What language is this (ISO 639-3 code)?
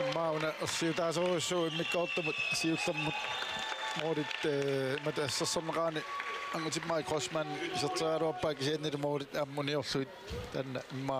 kal